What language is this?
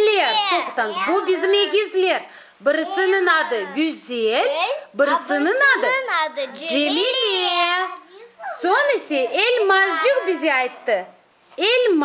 Crimean Tatar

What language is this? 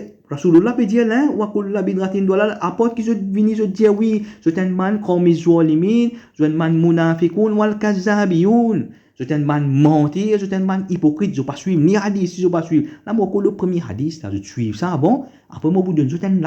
Morisyen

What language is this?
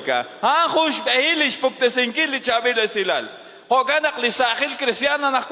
Kekchí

